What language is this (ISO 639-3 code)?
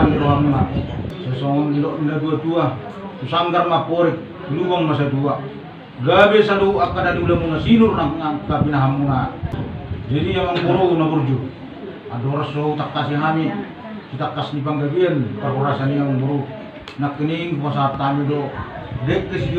bbc